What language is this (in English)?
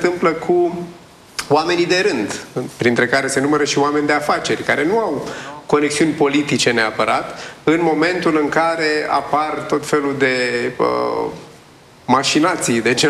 Romanian